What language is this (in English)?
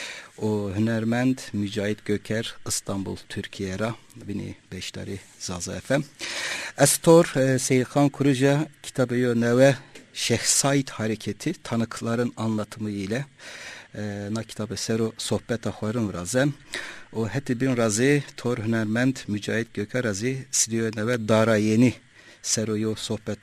Zaza